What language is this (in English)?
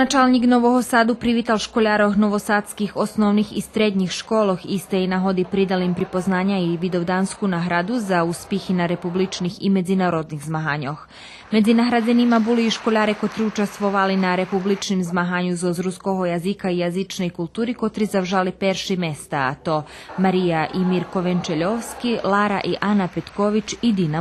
Rusyn